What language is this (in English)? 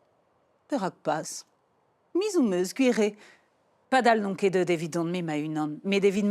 Breton